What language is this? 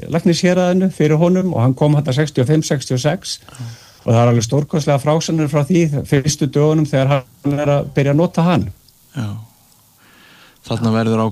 Icelandic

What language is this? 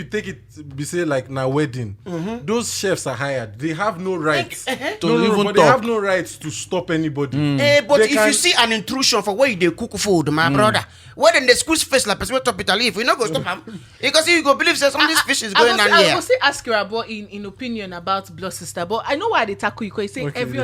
Nigerian Pidgin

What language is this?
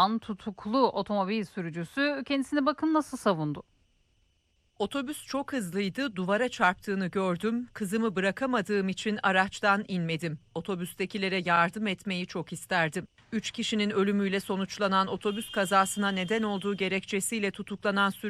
Turkish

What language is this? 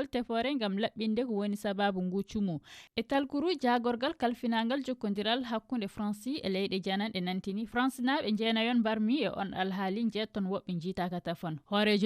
Fula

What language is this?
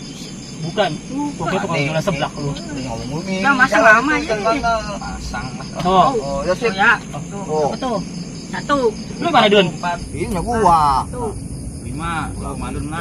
Betawi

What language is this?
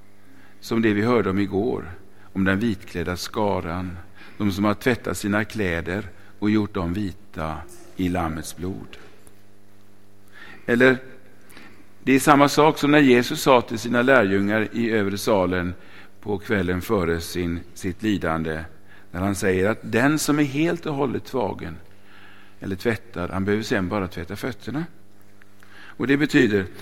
Swedish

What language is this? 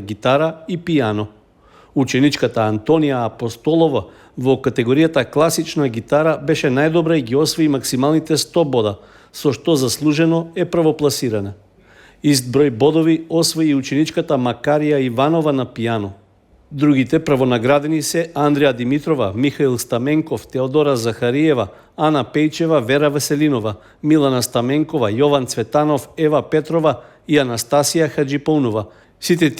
Macedonian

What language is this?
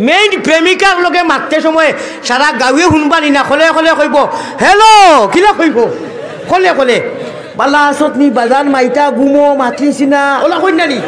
Sylheti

